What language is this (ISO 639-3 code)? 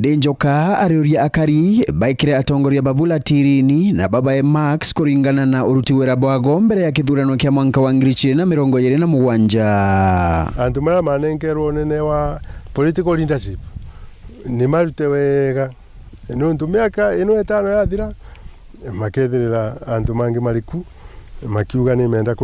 mer